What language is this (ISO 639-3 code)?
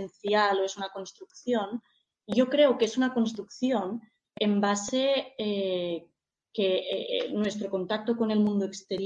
spa